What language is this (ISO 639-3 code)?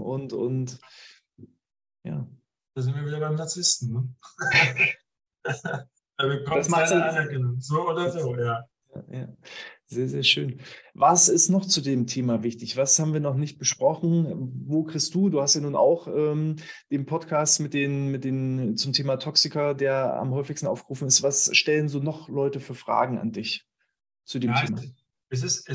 deu